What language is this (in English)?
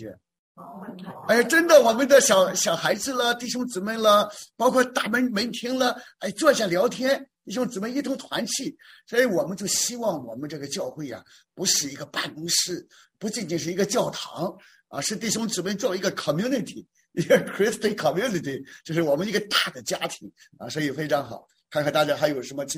Chinese